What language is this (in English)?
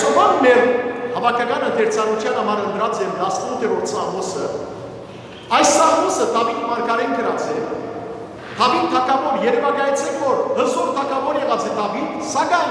Western Armenian